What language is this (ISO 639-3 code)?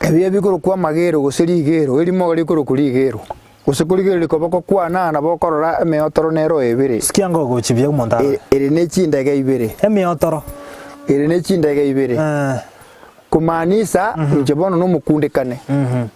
guz